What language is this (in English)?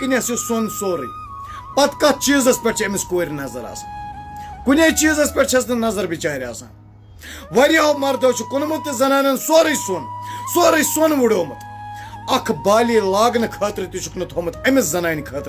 Kashmiri